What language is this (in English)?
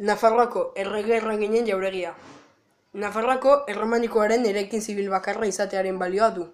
Basque